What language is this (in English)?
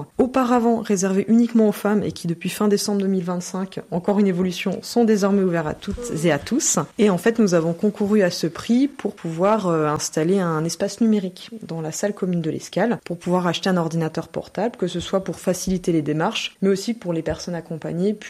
French